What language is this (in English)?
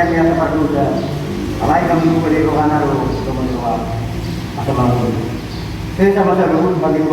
Batak Toba